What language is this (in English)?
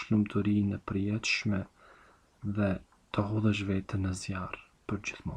Albanian